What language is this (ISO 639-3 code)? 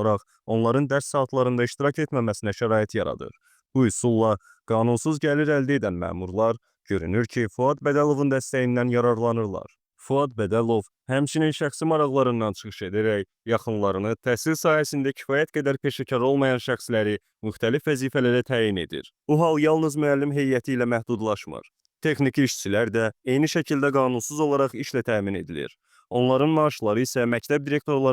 aze